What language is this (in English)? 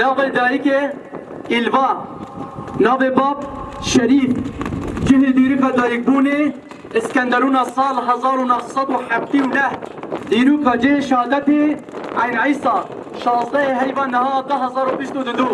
Kurdish